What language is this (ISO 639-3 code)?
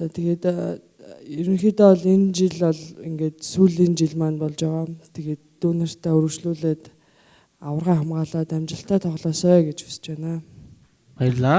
mon